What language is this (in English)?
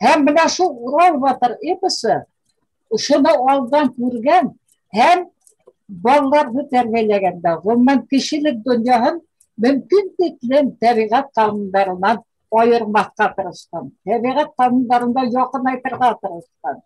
Bashkir